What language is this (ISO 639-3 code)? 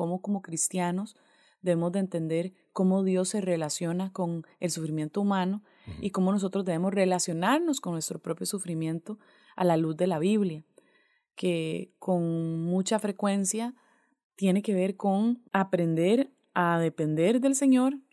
spa